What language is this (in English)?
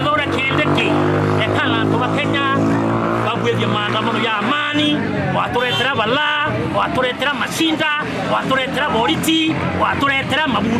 Meru